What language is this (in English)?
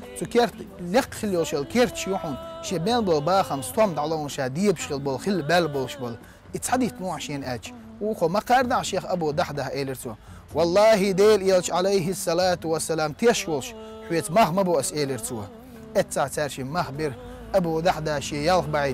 Chechen